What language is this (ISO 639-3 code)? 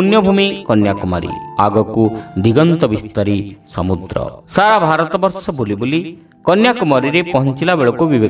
ori